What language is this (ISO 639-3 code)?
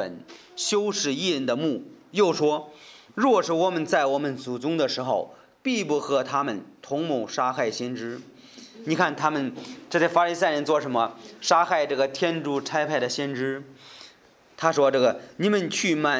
zho